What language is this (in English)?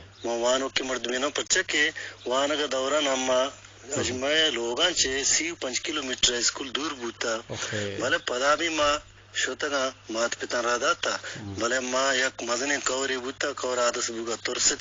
Eastern Balochi